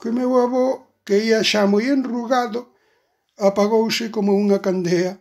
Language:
Galician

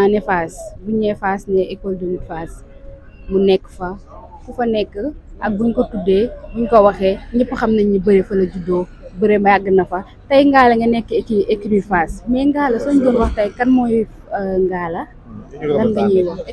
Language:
Wolof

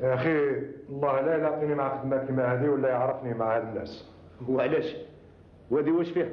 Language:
Algerian Arabic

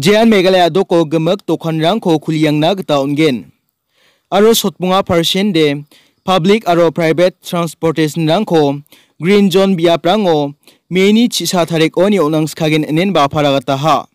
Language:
Garo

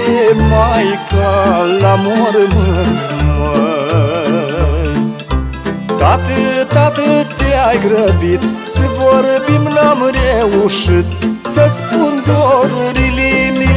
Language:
Romanian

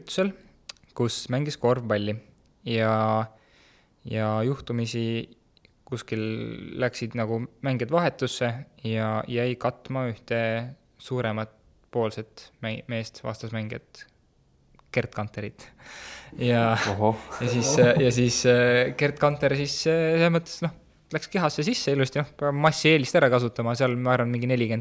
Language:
Estonian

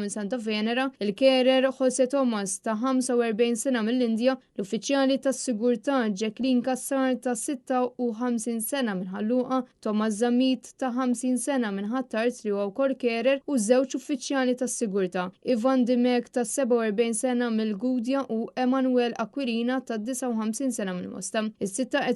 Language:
Maltese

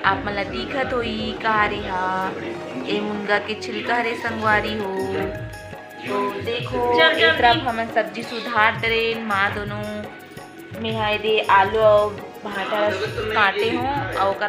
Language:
Chhattisgarhi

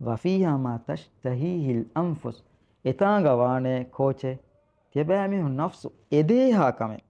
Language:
Divehi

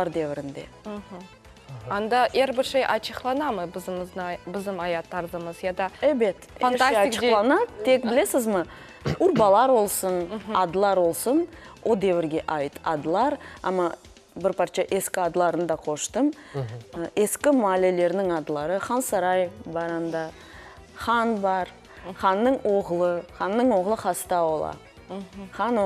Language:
Crimean Tatar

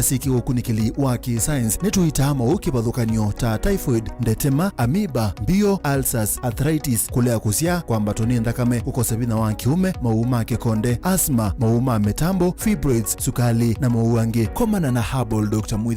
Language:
Kamba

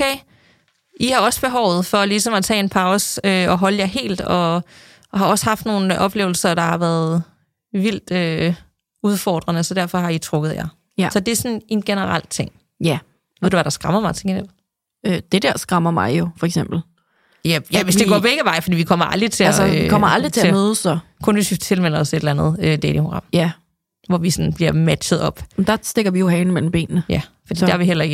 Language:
Danish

